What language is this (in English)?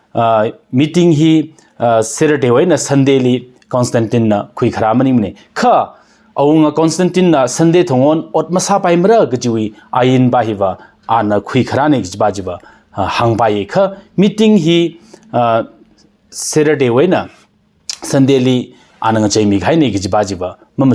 Tangkhul Naga (India)